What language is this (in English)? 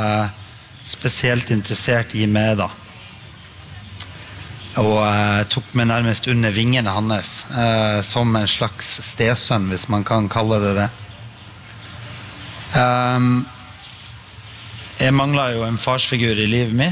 Norwegian